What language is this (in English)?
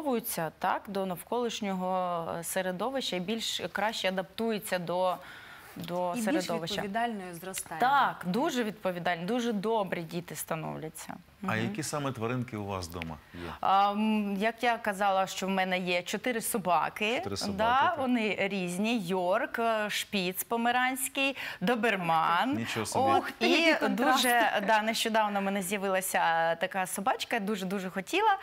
Ukrainian